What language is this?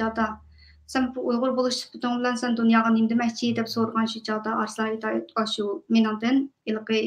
Uyghur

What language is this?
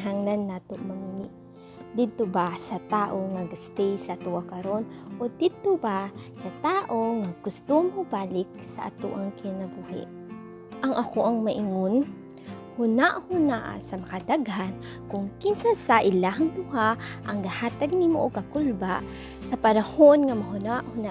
Cebuano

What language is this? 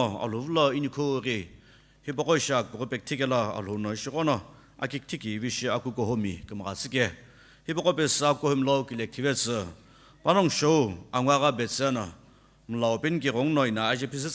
Sumi Naga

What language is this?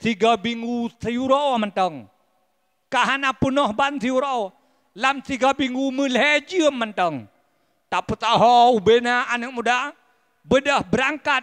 Achinese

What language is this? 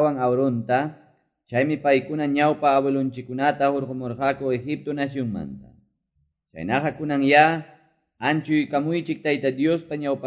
Quechua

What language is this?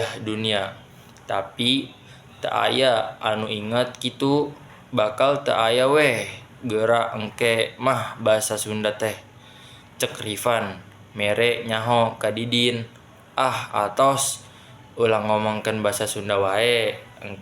Sundanese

